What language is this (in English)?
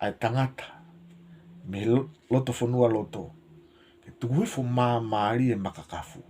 Tongan